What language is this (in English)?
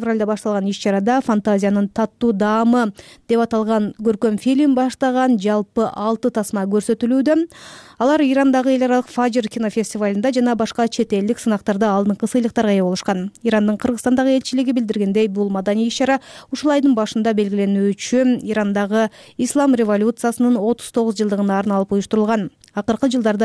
Kyrgyz